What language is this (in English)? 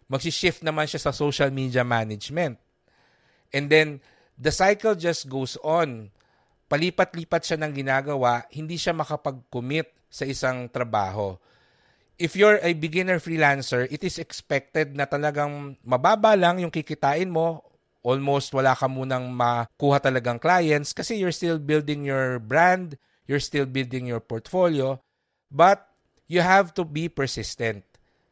Filipino